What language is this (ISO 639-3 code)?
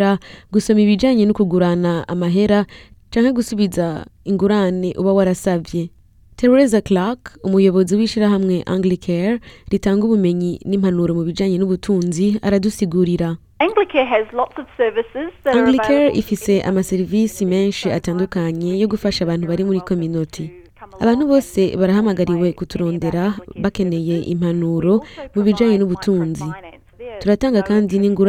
run